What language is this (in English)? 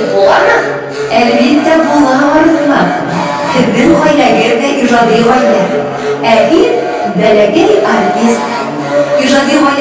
Bashkir